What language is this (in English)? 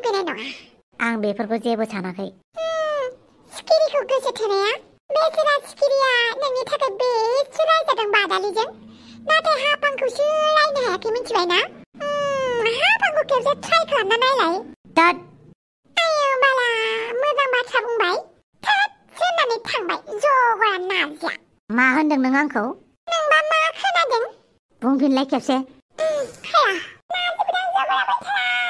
Bodo